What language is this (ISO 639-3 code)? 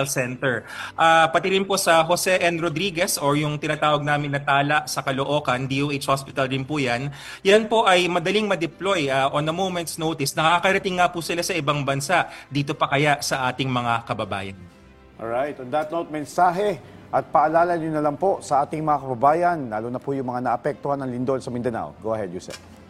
fil